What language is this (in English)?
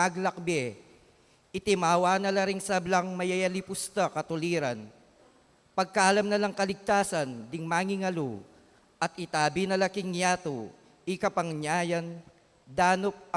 Pampanga